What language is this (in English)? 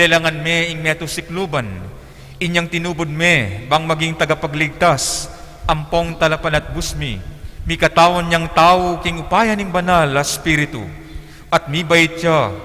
Pampanga